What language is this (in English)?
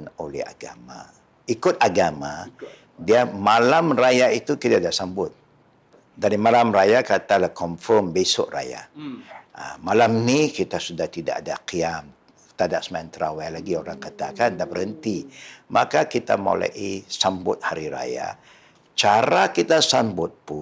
Malay